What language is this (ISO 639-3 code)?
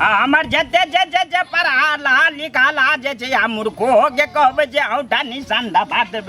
mai